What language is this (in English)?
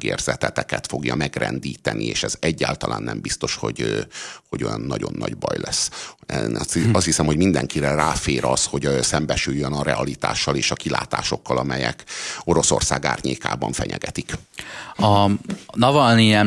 Hungarian